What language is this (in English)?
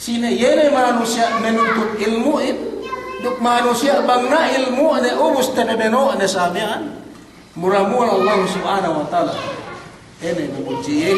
Yakan